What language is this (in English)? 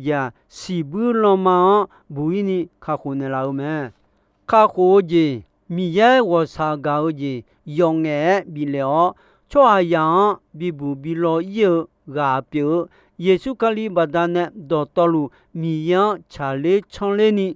Akha